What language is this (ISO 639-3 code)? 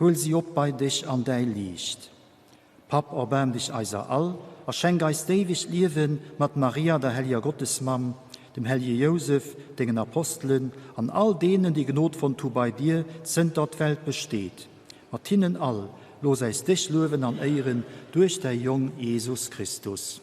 ltz